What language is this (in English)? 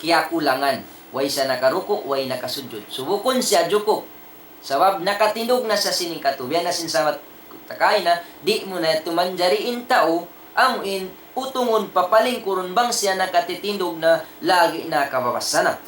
Tausug